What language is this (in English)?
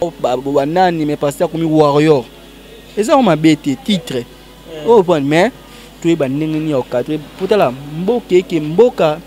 Lingala